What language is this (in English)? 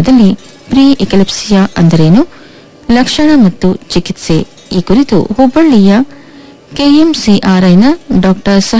Kannada